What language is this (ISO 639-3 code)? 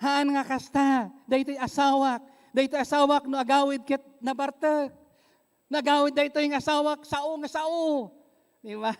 ilo